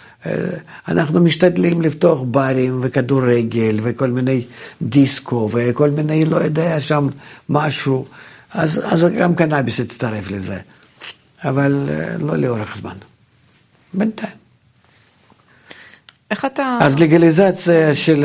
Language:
Hebrew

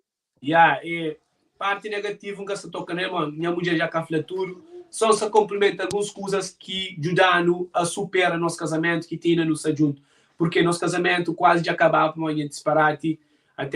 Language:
Kabuverdianu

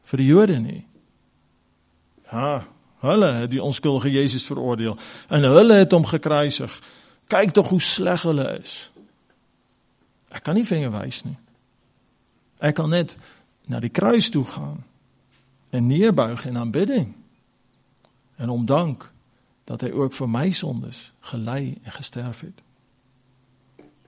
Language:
Afrikaans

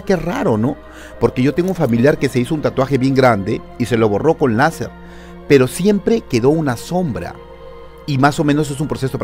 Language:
Spanish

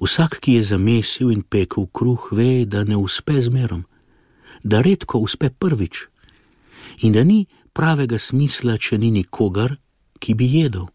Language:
Slovenian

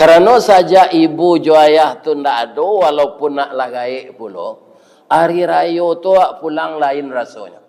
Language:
Minangkabau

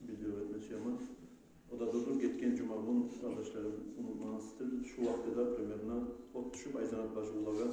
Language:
Kumyk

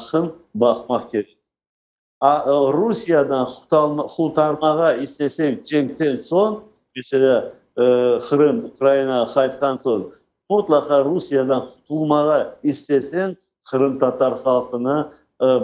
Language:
Crimean Tatar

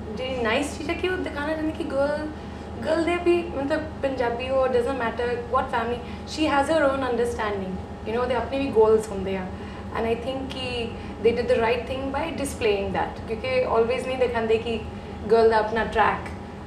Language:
Punjabi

